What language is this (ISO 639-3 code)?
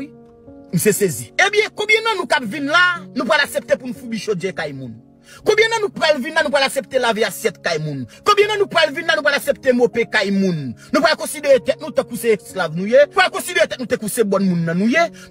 hat